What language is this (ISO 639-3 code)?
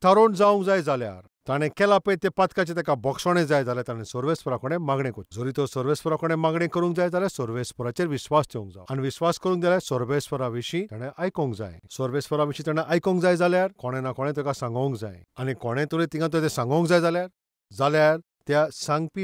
kok